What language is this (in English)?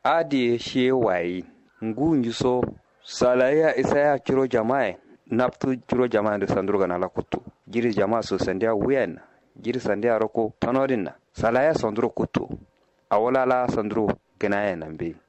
Kanuri